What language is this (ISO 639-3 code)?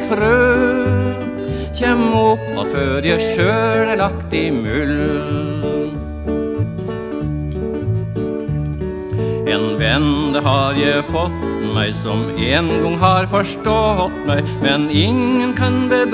nor